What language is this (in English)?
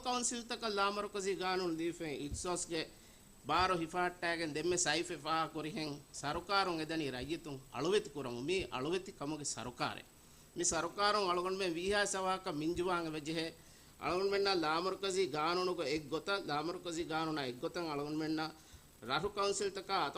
Divehi